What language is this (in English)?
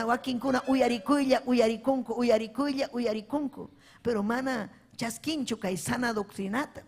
Ayacucho Quechua